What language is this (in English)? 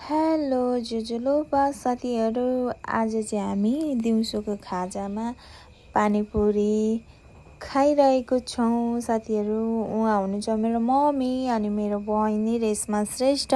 Nepali